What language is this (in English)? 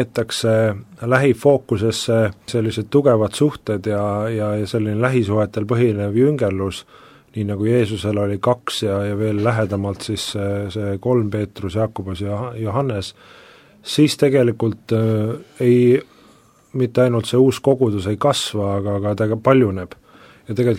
Estonian